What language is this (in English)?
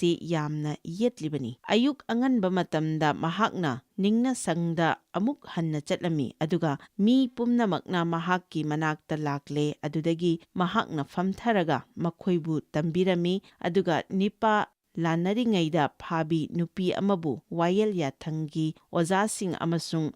Manipuri